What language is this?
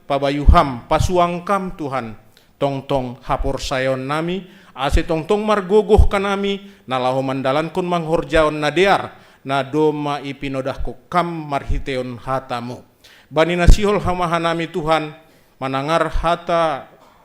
Batak Simalungun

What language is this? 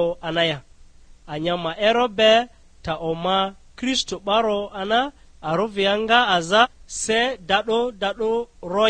Lugbara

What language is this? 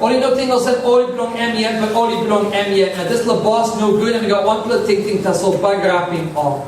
Tok Pisin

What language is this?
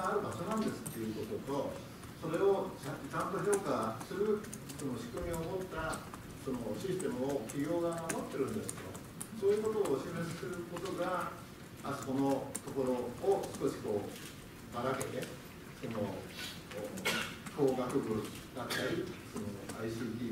Japanese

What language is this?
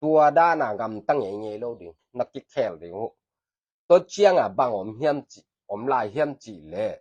Tedim Chin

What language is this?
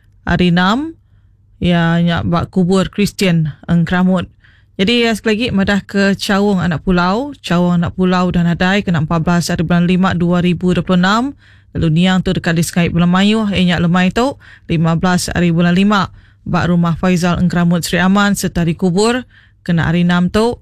Iban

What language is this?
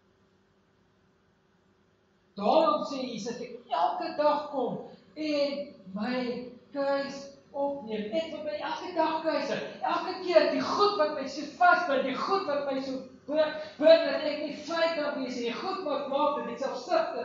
Afrikaans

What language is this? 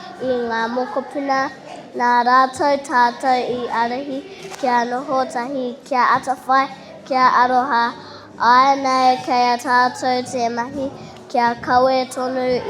Māori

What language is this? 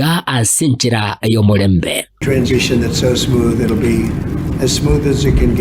Gusii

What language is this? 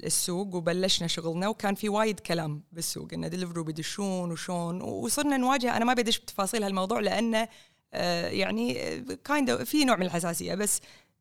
Gulf Arabic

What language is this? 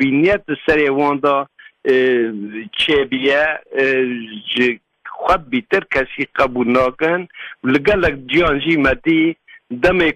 Kurdish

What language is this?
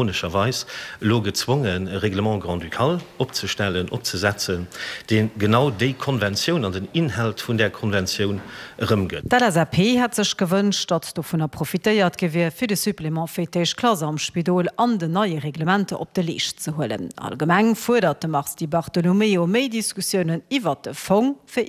Luxembourgish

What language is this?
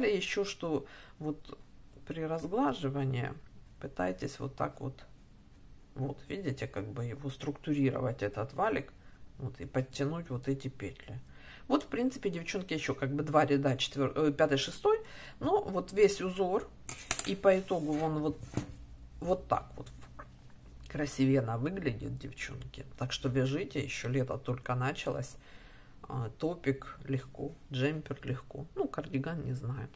Russian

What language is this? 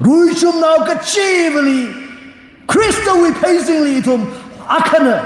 Tangkhul Naga (India)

